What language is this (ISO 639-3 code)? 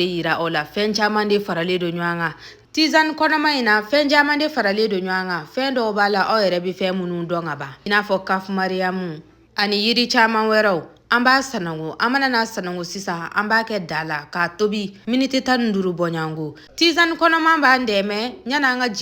bam